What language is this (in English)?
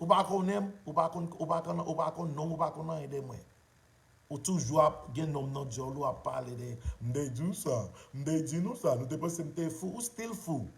Haitian Creole